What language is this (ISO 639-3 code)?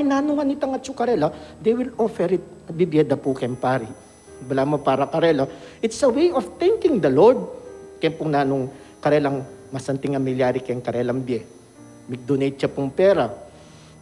pam